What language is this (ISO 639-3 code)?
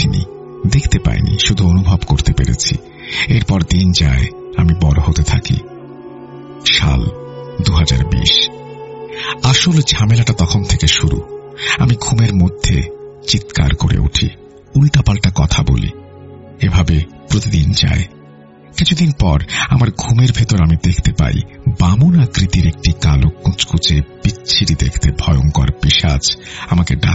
ben